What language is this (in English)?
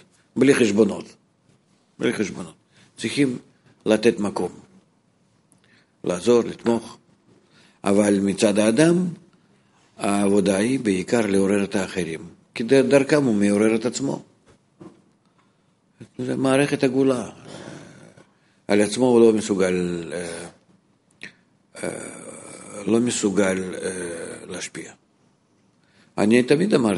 Hebrew